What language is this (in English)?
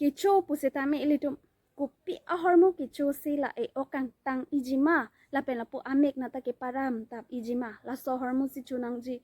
Karbi